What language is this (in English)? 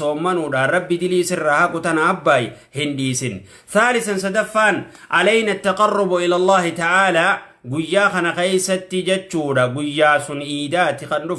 Oromo